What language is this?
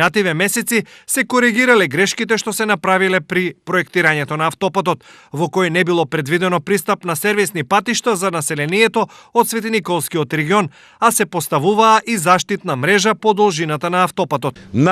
Macedonian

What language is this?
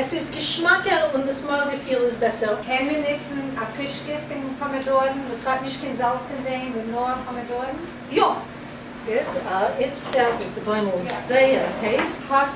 Yiddish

